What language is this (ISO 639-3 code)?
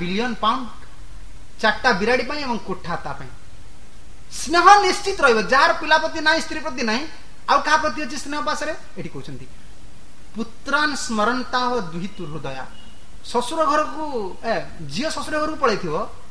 ori